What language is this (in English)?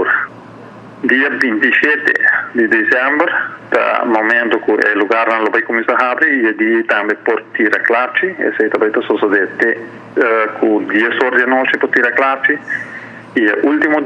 Papiamento